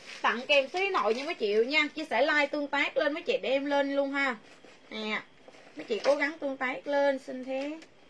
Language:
Vietnamese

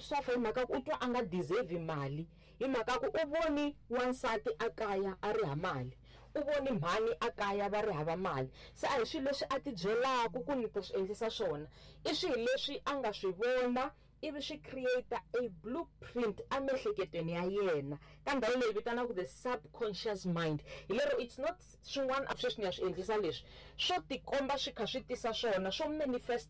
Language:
Tsonga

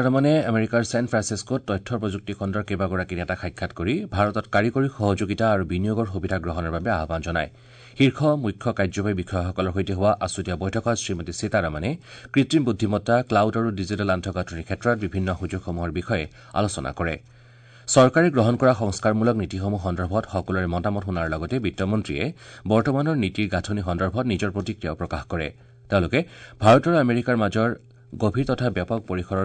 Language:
Assamese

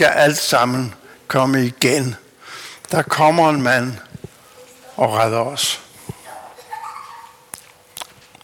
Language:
Danish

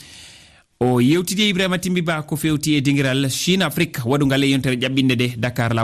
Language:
Fula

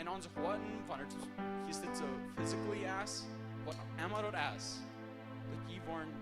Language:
Plautdietsch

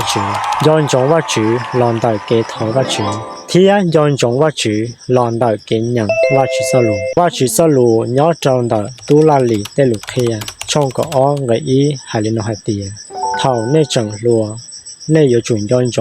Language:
Hmong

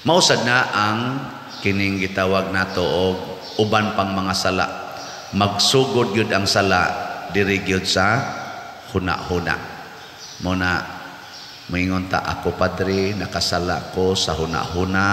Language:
Cebuano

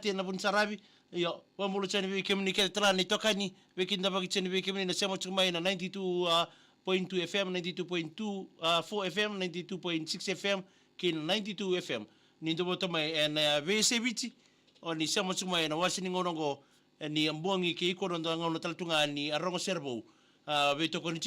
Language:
Fijian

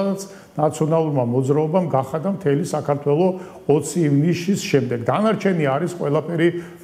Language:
Georgian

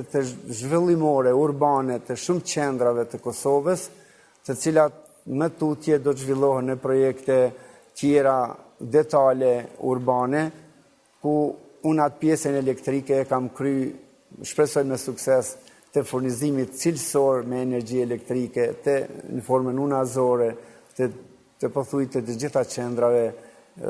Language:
Albanian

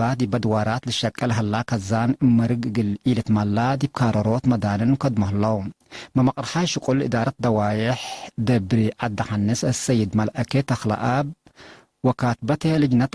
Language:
Tigre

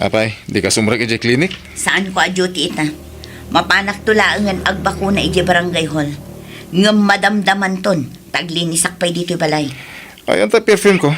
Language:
Iloko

